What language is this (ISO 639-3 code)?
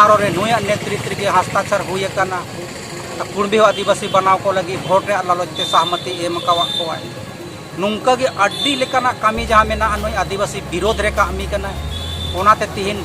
sat